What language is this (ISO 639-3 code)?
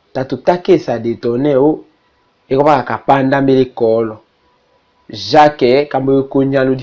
tll